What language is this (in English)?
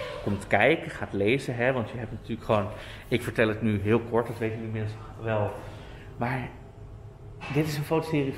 Dutch